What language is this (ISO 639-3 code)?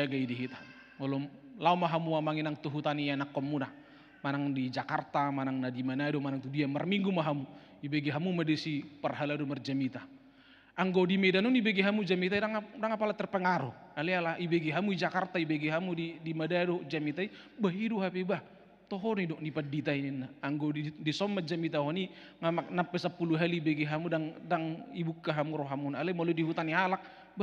bbc